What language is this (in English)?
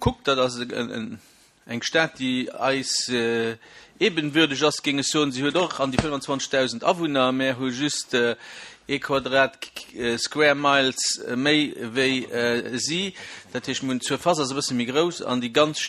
Luxembourgish